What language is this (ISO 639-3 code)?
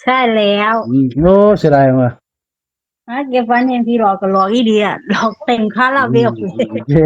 tts